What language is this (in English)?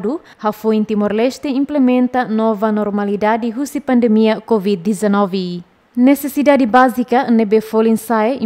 Tetum